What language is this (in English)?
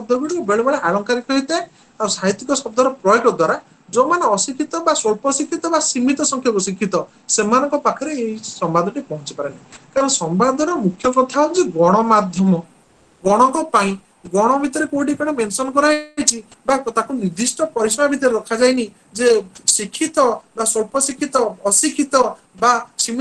Odia